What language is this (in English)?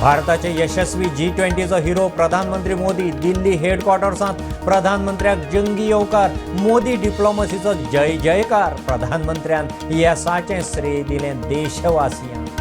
Konkani